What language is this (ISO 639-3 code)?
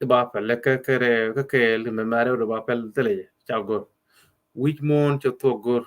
nus